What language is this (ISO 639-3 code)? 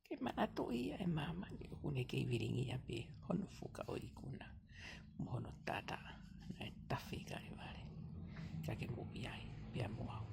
ton